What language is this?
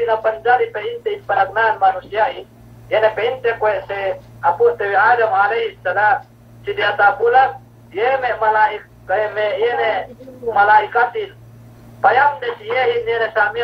Yakan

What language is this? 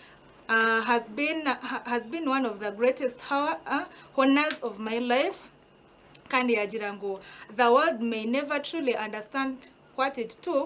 Nyankole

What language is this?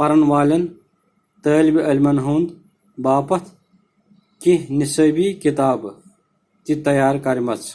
Kashmiri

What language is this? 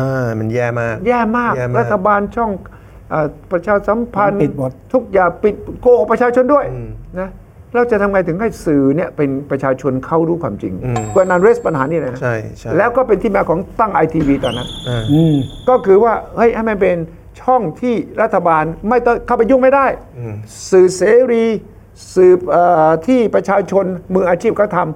Thai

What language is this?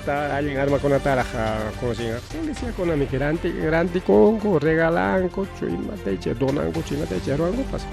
Ayacucho Quechua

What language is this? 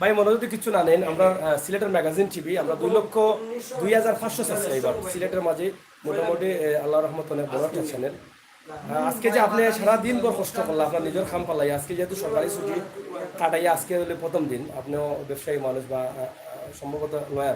Sylheti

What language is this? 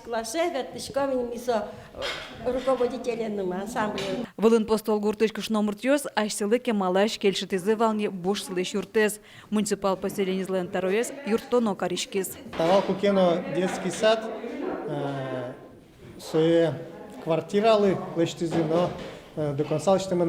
Udmurt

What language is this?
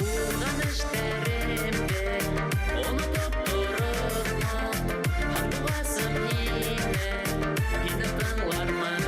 Bashkir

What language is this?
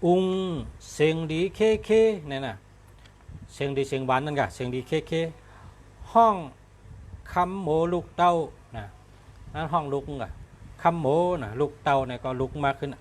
Shan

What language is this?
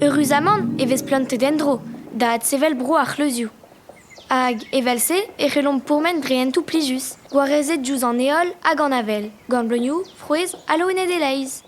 Breton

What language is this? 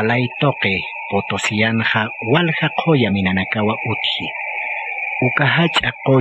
Aymara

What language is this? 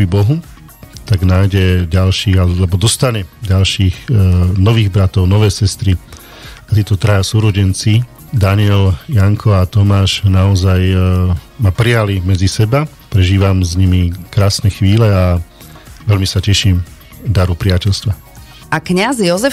Slovak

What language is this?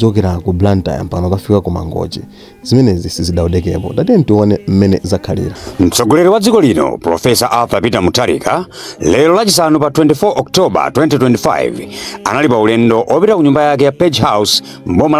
Nyanja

